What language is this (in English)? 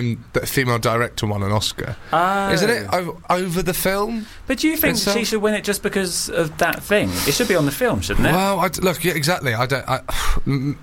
English